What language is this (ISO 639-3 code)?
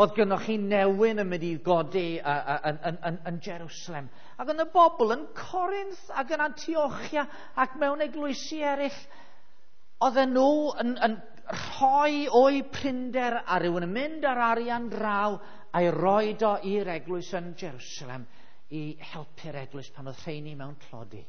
cym